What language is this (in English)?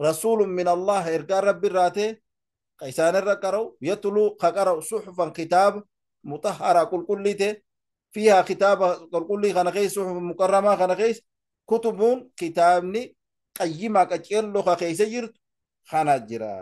Oromo